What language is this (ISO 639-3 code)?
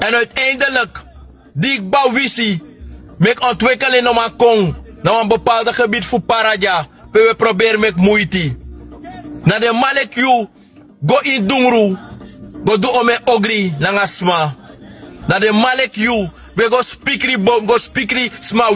srn